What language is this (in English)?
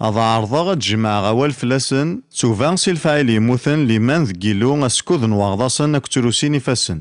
Kabyle